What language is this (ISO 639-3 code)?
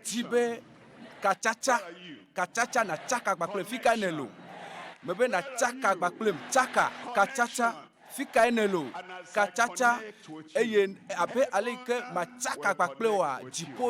ewe